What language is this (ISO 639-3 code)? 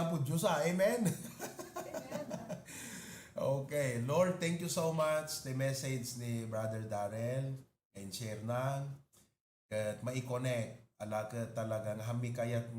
ilo